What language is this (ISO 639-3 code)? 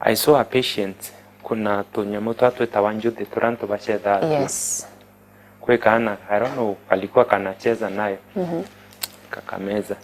mer